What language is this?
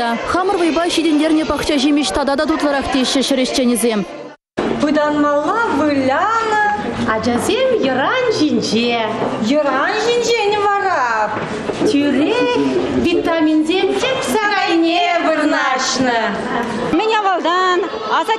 Chuvash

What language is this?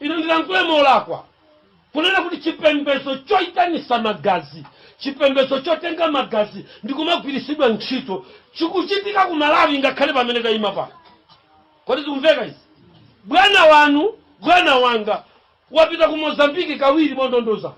Nyanja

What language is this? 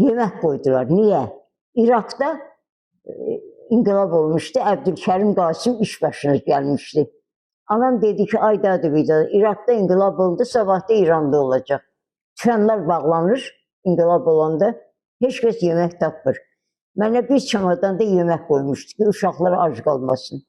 Azerbaijani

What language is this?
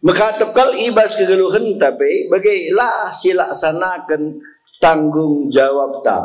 Batak Karo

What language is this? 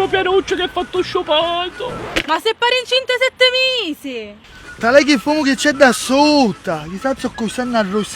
Sicilian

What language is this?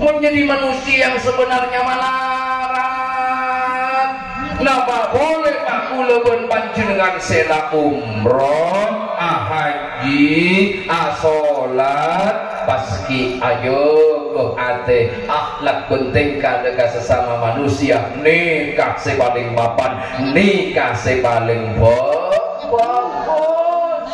Madurese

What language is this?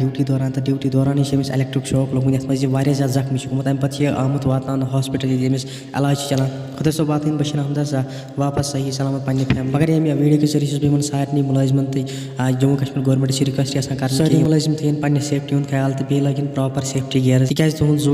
Kashmiri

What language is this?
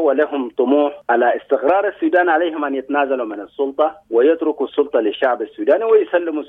Sudanese Arabic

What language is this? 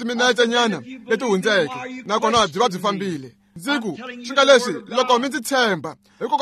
Tsonga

